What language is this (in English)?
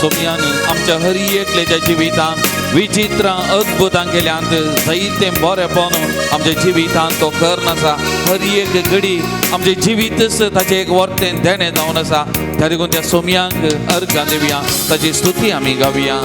Konkani